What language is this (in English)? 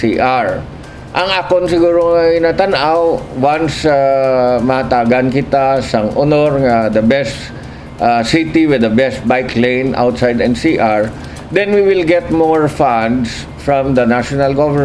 Hiligaynon